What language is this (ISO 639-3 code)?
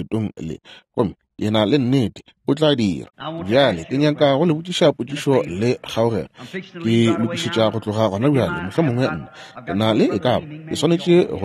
nso